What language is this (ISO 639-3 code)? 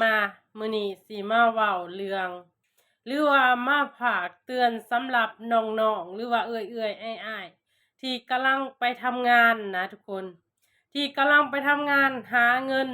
lao